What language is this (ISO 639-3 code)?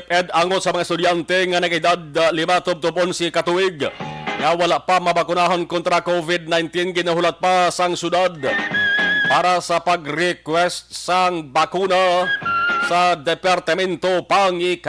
hil